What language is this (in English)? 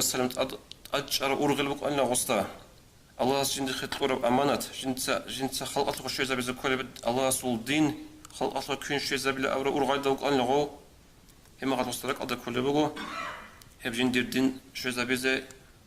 Avaric